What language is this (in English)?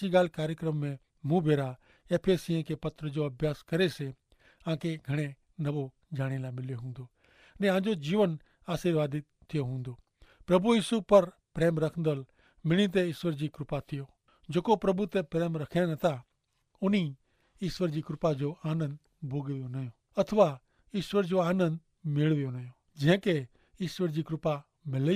Kachhi